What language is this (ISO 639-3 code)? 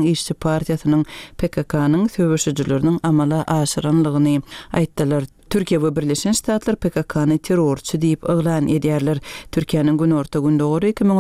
tuk